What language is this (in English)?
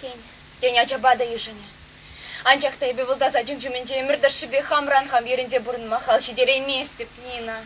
Chuvash